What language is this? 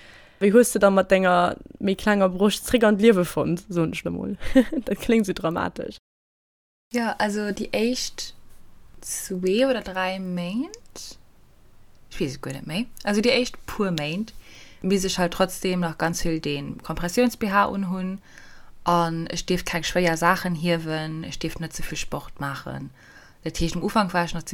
Luxembourgish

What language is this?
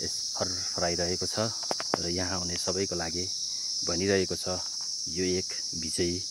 Nepali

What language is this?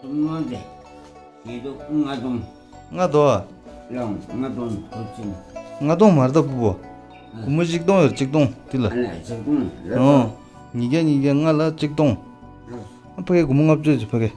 Tibetan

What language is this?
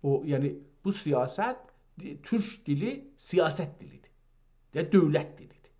South Azerbaijani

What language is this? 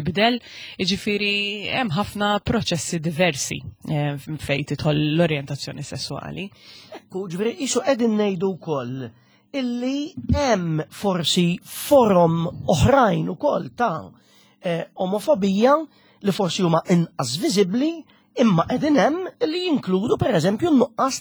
Maltese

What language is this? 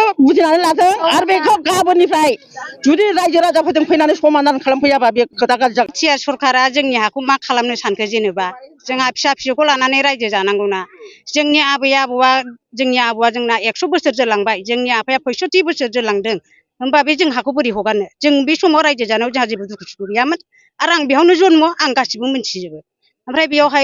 Bodo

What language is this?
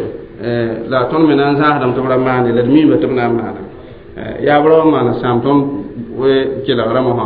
Mossi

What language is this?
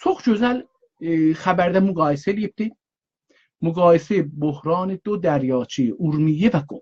South Azerbaijani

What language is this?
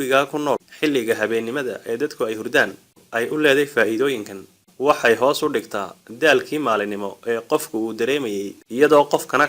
Somali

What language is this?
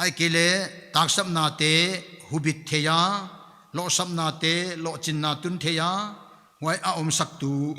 Paite Chin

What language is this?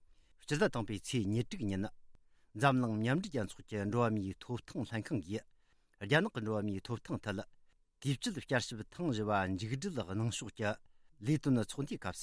Tibetan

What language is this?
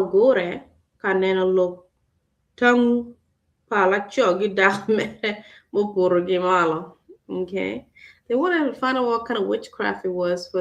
Acoli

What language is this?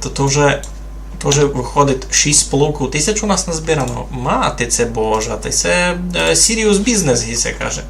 Rusyn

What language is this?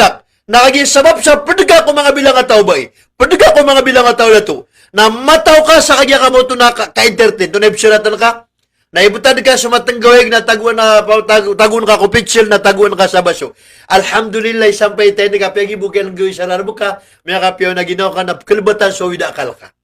Maranao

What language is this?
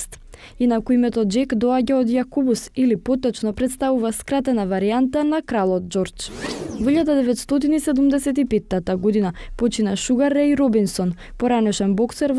Macedonian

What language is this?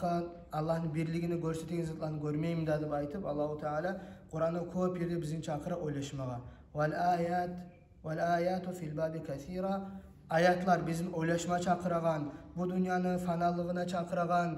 Kumyk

